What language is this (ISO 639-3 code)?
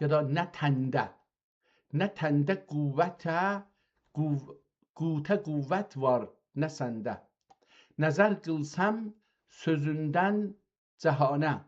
azb